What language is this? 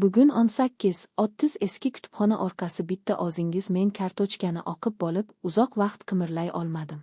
Uzbek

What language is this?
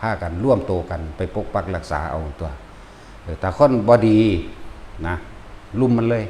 Northeastern Thai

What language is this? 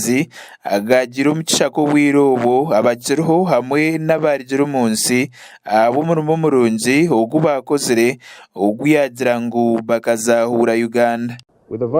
Nyankole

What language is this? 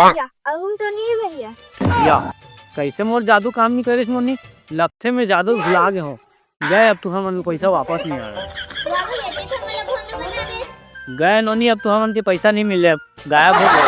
Chhattisgarhi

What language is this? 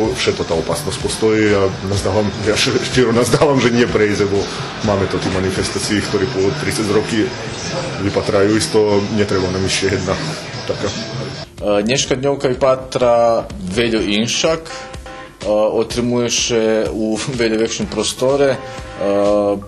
Rusyn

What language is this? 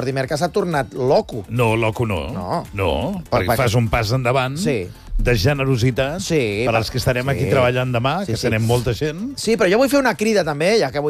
Catalan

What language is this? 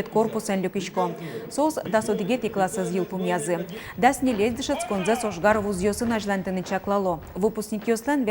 Udmurt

